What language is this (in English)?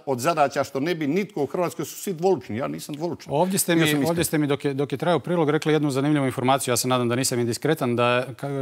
Croatian